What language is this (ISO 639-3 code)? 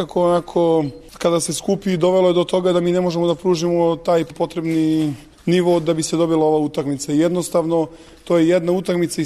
srp